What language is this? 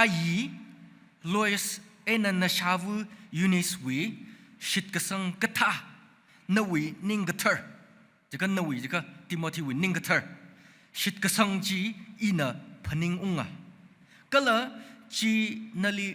Tangkhul Naga (India)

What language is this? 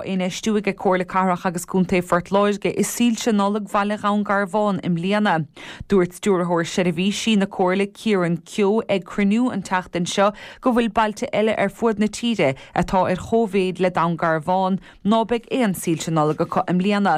Irish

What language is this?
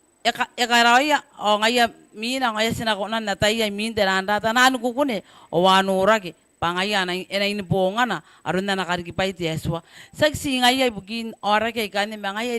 Gilbertese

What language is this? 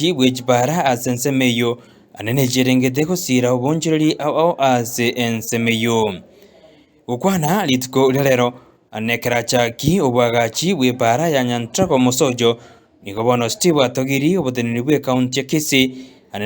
Gusii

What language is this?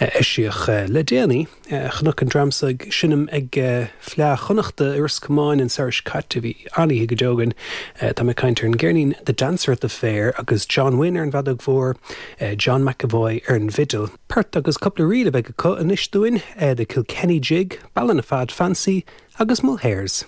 Irish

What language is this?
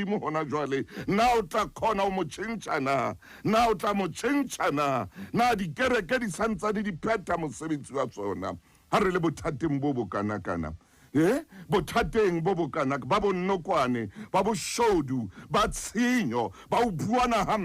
Southern Sotho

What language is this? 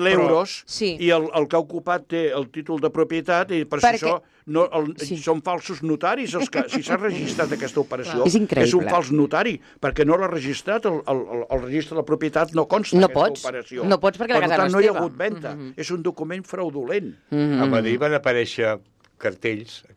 Catalan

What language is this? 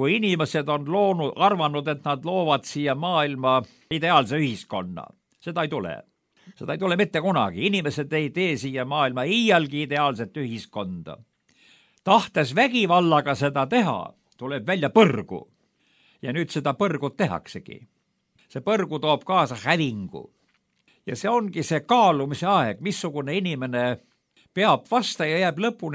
Estonian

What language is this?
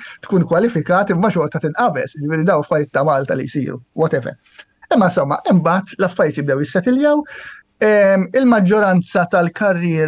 Maltese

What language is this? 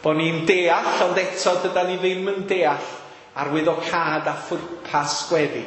Welsh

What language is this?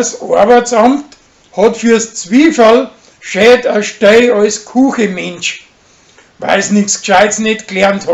Bavarian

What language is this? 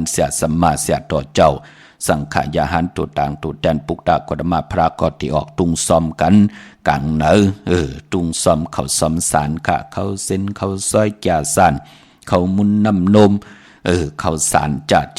Shan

